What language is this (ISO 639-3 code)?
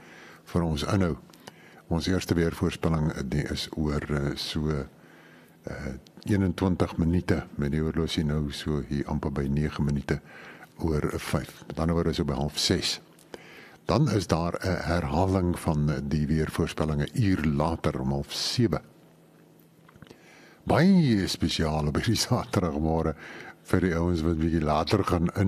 afr